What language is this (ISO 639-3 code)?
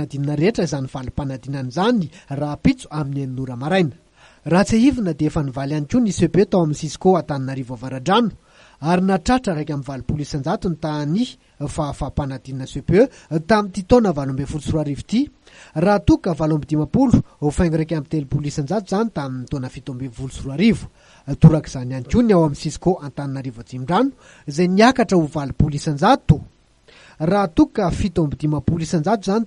mlg